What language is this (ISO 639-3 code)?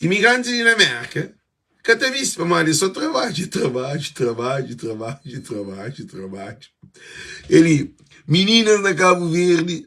kea